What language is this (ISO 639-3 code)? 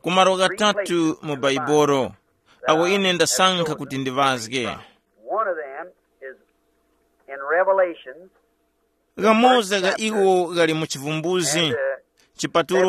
tum